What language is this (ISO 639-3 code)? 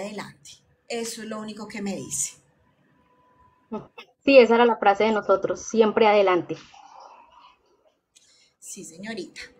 spa